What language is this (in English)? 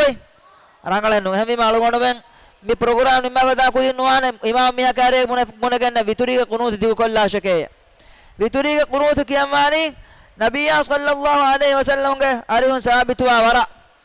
Divehi